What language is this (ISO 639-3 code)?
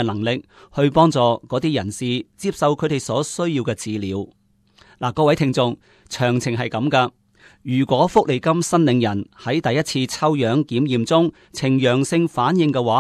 yue